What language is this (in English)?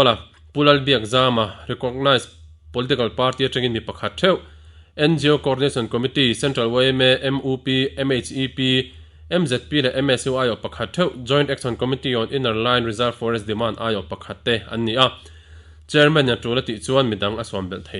Mizo